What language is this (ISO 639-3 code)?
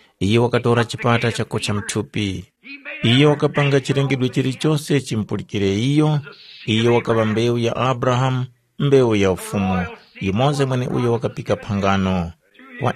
tum